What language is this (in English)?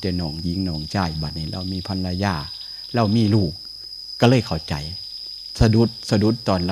Northeastern Thai